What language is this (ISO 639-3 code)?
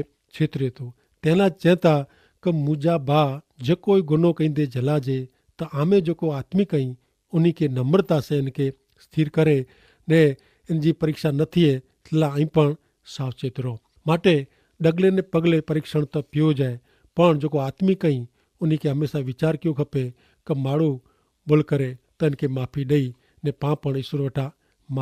kfr